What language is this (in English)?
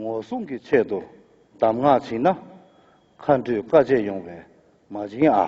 Tibetan